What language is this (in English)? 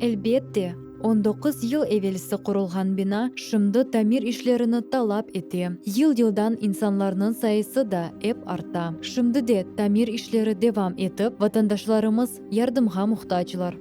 Crimean Tatar